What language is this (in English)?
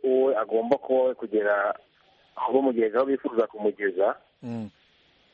Kinyarwanda